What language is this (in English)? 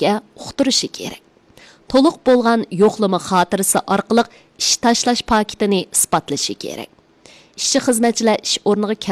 Uyghur